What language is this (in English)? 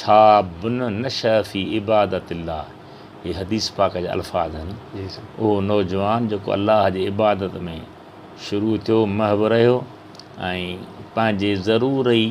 Sindhi